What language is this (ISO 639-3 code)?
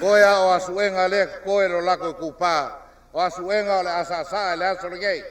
smo